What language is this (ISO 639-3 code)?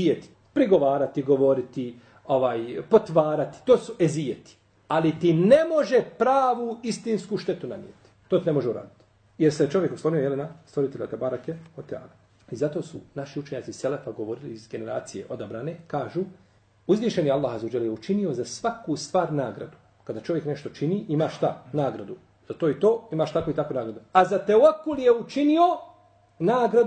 bos